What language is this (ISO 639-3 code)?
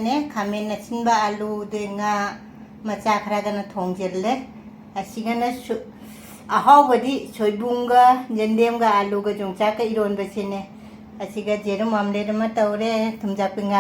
mni